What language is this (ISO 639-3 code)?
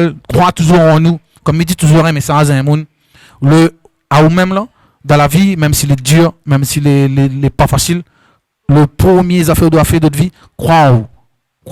rcf